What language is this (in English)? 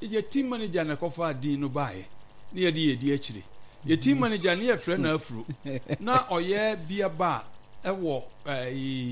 Akan